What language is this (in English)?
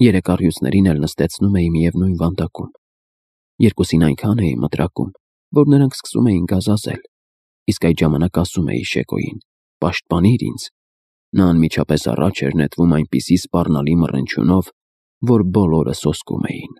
Armenian